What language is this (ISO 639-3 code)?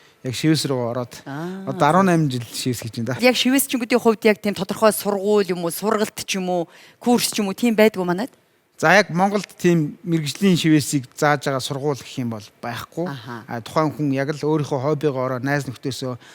mon